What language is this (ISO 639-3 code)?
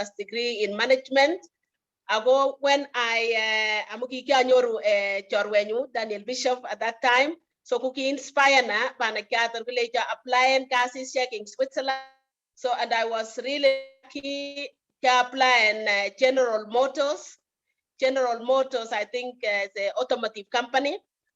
kln